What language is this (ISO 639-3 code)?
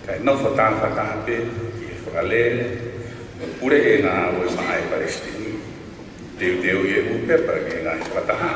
ton